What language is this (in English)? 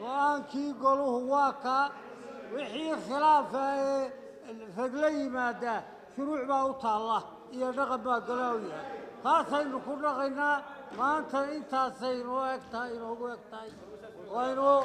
Somali